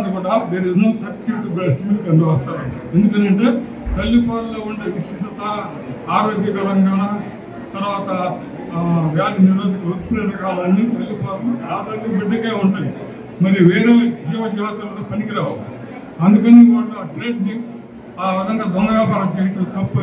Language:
Telugu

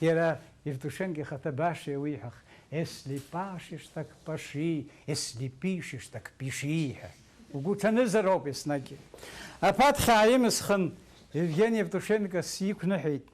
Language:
Abkhazian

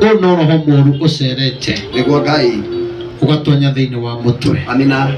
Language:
Kikuyu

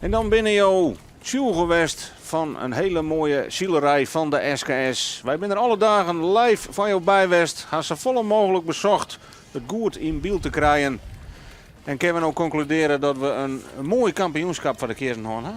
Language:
Western Frisian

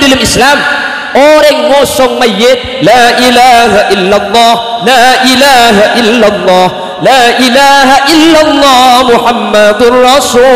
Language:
Madurese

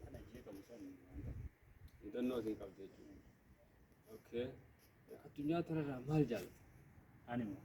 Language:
Oromo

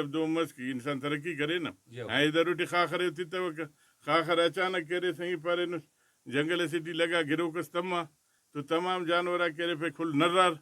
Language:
Brahui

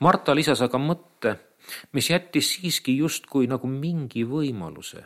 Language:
Estonian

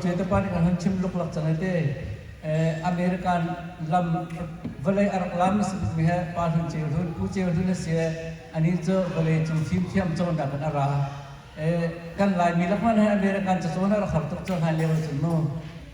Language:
Hakha Chin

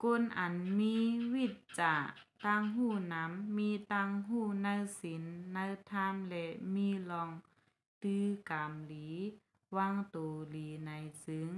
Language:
Shan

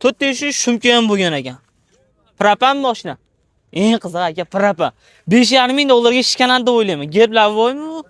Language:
Uzbek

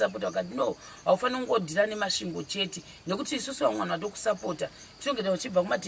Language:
Shona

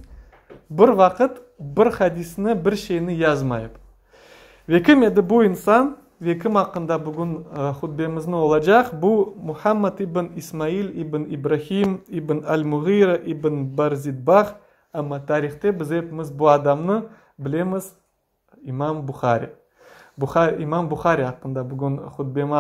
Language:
Crimean Tatar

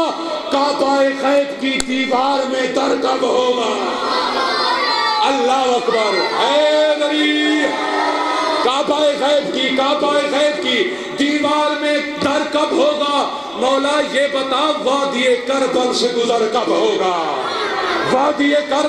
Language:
Urdu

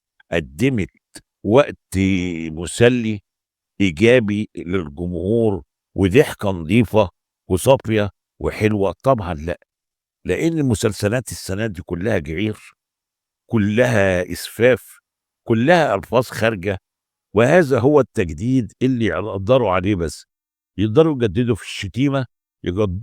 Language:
Egyptian Arabic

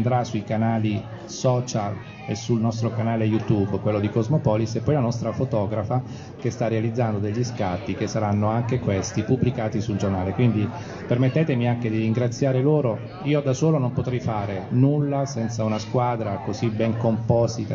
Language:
Italian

